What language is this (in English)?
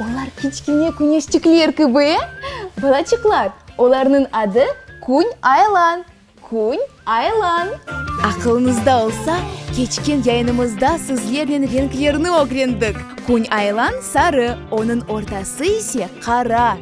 Crimean Tatar